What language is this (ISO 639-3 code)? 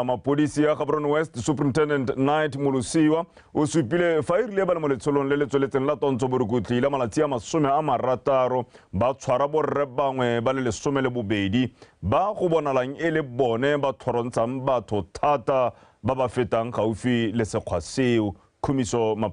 tsn